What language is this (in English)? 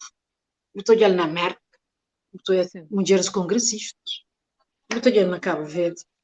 Kabuverdianu